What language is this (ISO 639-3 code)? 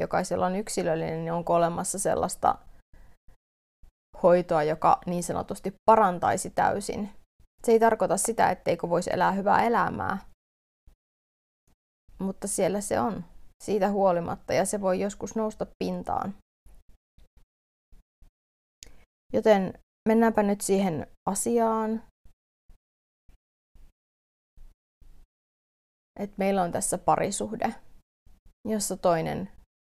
fin